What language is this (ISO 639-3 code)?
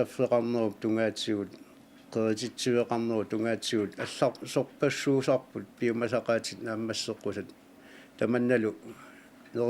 kal